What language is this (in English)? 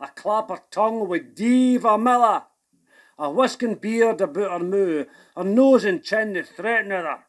Scots